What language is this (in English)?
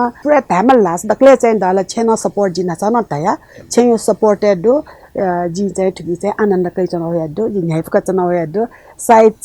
Newari